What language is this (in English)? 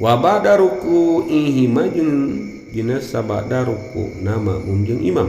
Sundanese